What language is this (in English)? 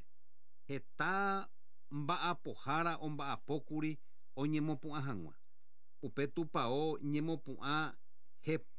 Guarani